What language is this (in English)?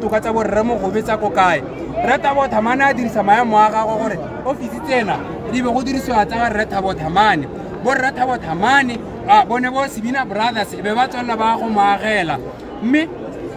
Tswana